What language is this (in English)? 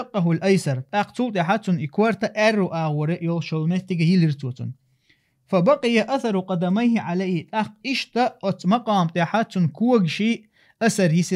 Chechen